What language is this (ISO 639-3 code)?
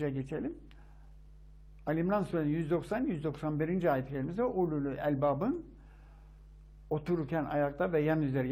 tur